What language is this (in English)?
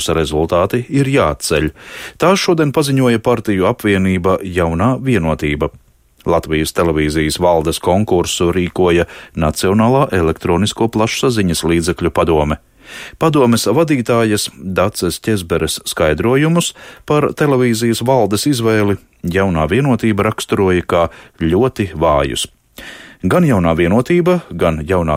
Latvian